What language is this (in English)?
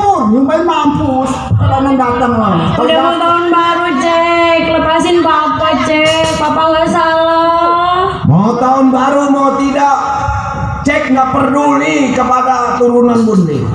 Betawi